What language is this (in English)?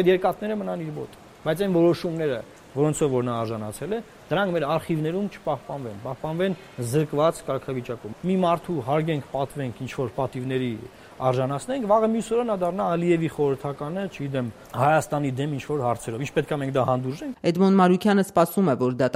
Armenian